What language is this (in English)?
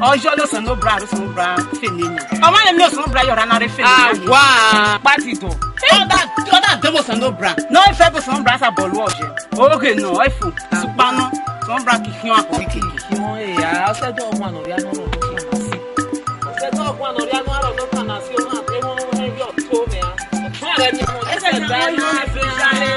Esan